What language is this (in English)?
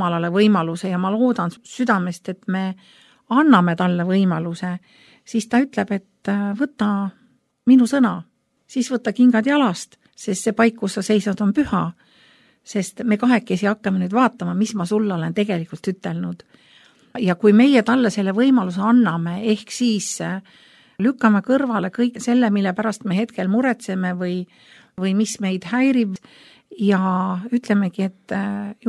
Estonian